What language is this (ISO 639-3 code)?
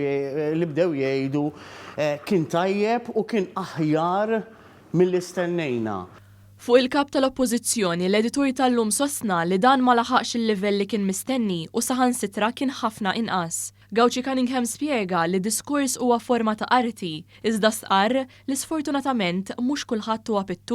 mlt